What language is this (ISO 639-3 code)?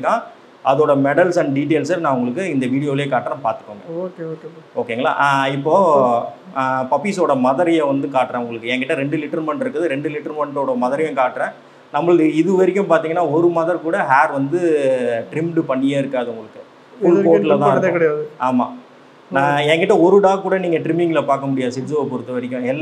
tam